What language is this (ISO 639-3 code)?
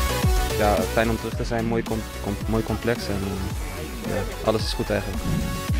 nld